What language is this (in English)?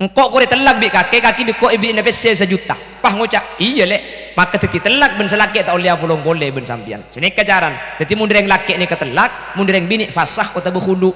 Madurese